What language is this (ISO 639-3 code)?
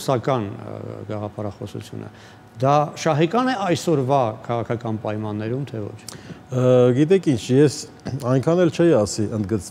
hye